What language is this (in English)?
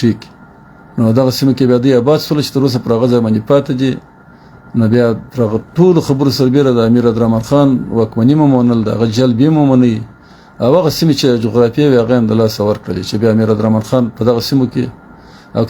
Pashto